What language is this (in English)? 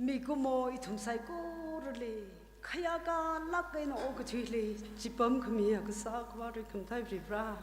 Tangkhul Naga (India)